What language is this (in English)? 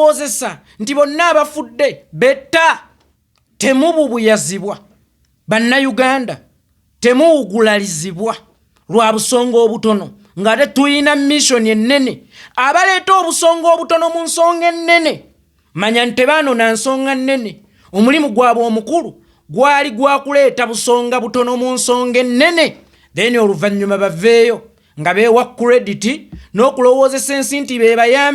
Ganda